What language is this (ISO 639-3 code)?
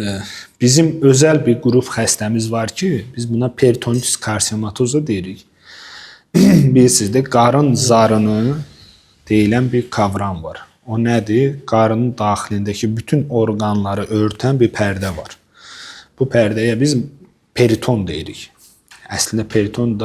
aze